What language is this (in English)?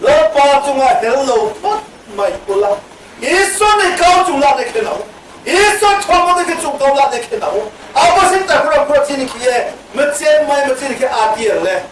Riang (India)